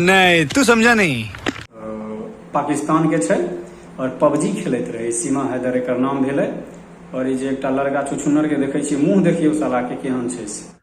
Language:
Maithili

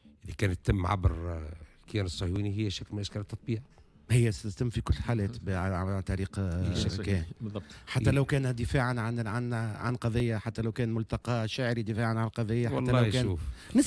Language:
Tunisian Arabic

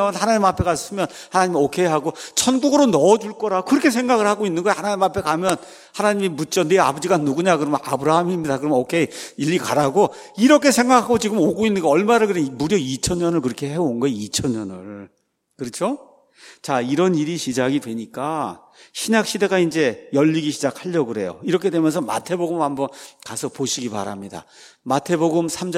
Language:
Korean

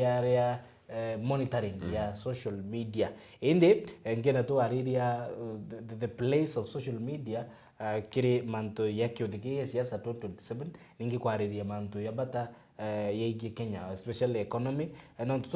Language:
Meru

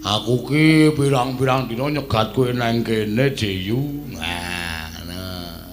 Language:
Javanese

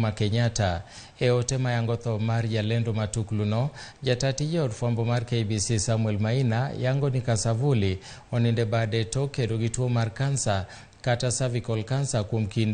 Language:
Luo (Kenya and Tanzania)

